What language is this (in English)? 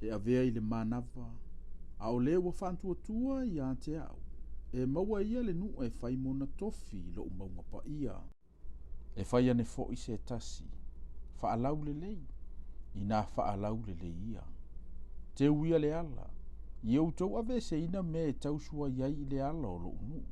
Samoan